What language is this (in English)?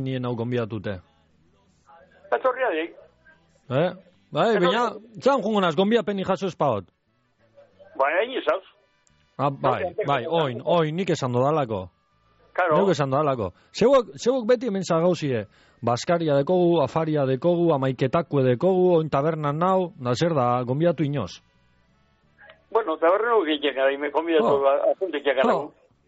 Basque